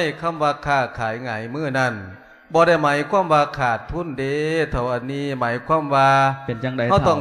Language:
Lao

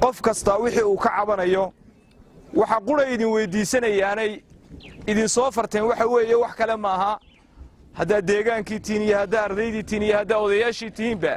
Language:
Somali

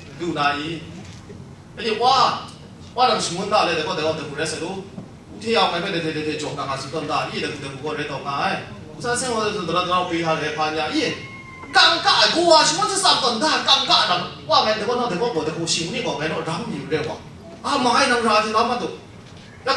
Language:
Kachin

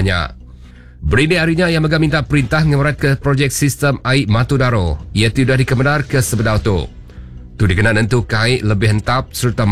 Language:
Iban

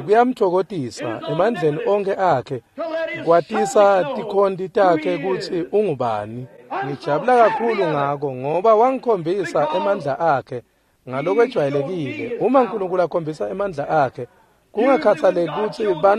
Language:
Swati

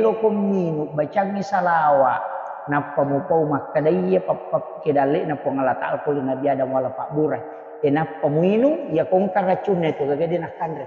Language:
Buginese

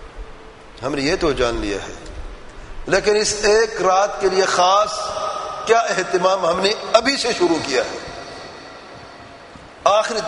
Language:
Urdu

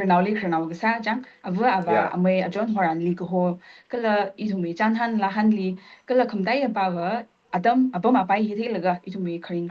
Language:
Tangkhul Naga (India)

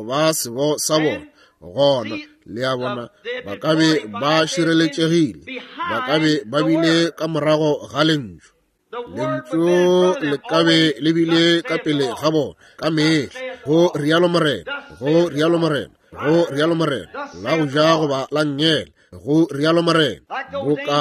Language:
Northern Sotho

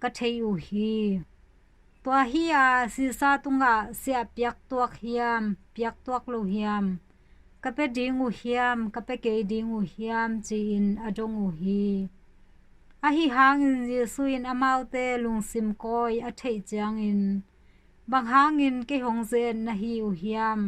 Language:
Tedim Chin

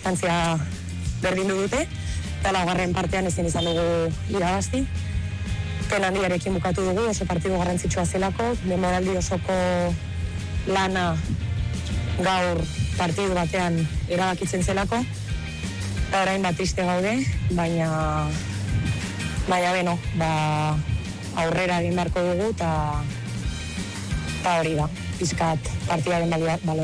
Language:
Basque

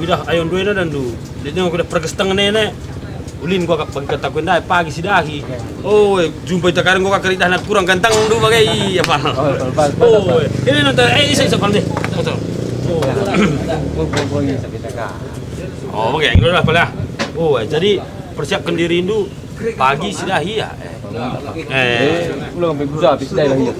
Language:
Batak Karo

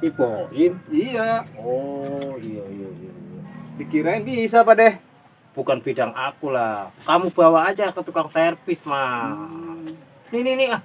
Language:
Betawi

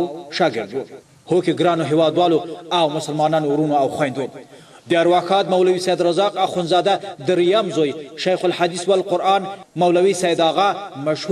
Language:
Pashto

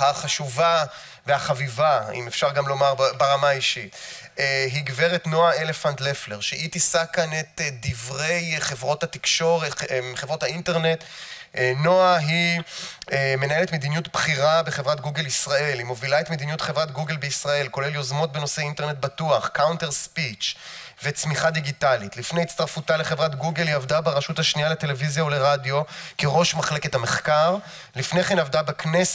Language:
Hebrew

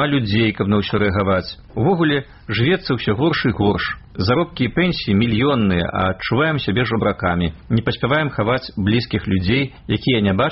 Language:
Belarusian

